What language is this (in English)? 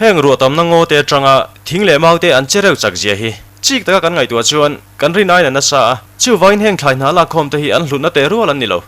Mizo